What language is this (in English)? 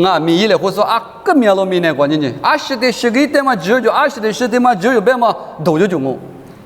Lisu